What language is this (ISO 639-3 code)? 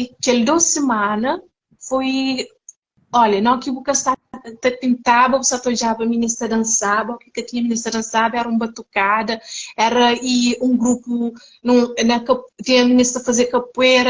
kea